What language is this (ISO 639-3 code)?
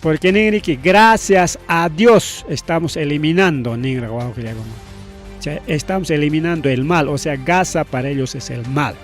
quy